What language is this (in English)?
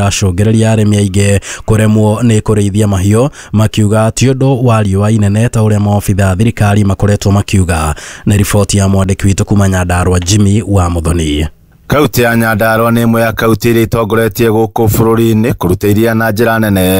Kikuyu